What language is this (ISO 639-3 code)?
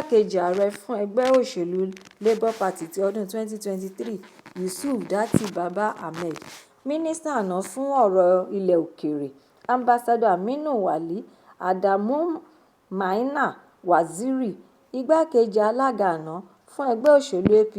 yor